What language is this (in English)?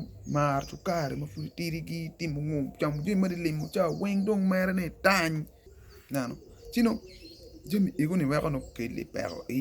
Acoli